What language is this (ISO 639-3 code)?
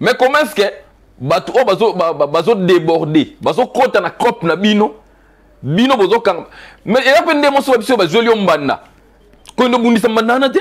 lin